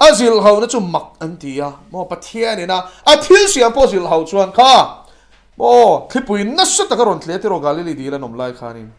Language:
Mizo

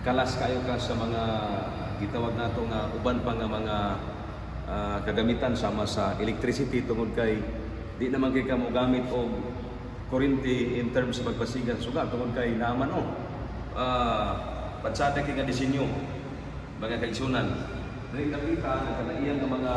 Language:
Cebuano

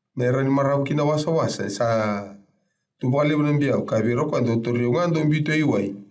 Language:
Fijian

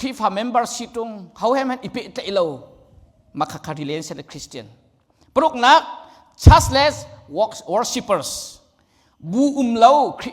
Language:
Hakha Chin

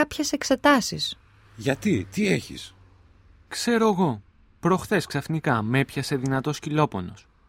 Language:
Greek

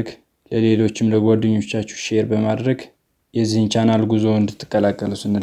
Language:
Amharic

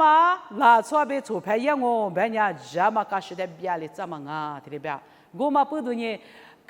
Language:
Lisu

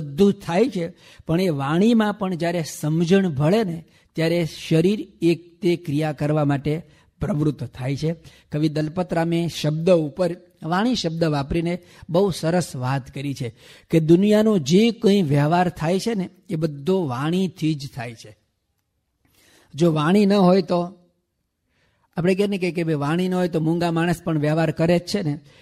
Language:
Gujarati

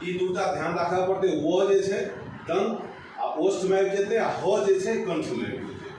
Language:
Maithili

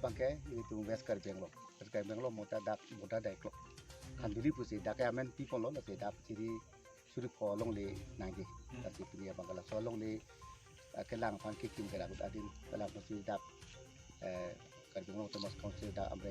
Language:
Karbi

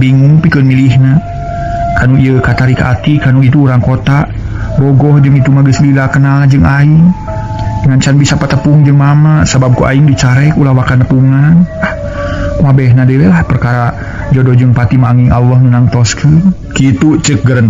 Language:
Sundanese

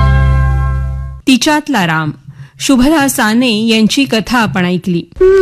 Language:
Marathi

